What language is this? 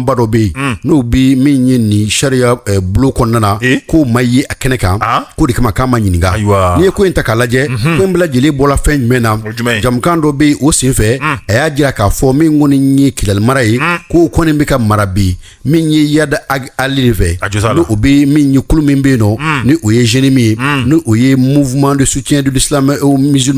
Bambara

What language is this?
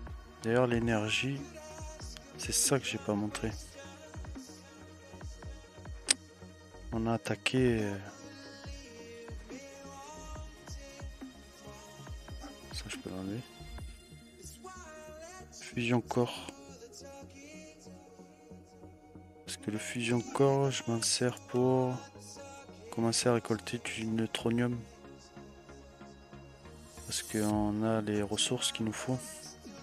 French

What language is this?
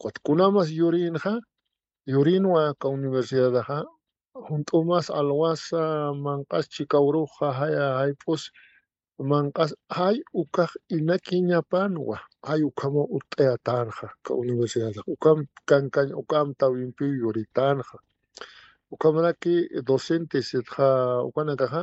Aymara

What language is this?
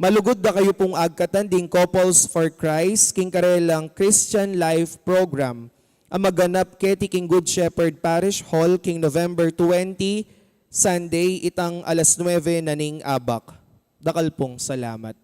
Pampanga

